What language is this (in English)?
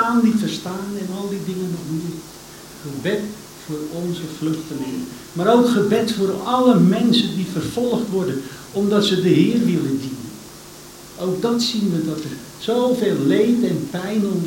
Dutch